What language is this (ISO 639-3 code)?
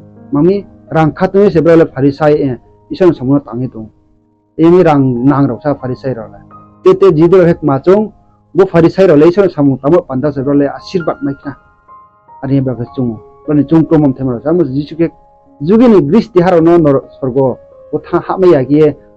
ria